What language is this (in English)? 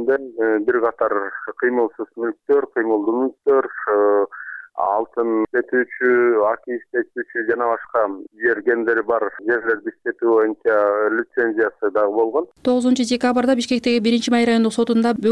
Kyrgyz